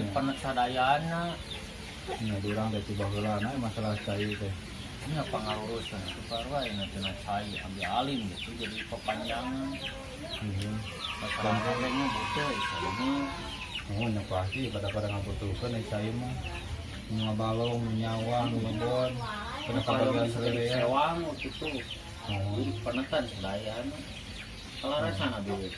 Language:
Sundanese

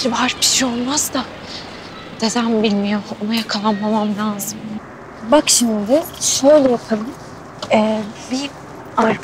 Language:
Turkish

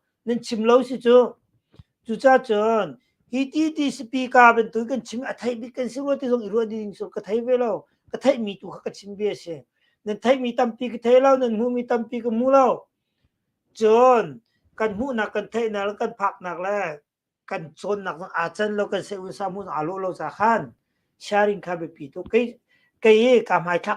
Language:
Hakha Chin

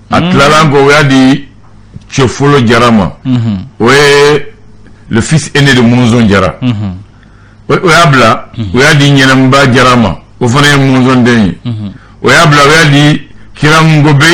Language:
Bambara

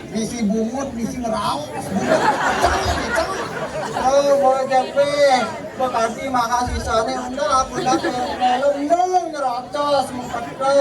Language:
Balinese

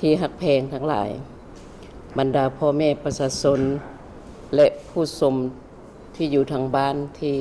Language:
Lao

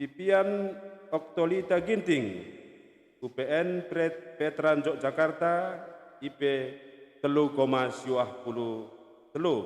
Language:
Batak Karo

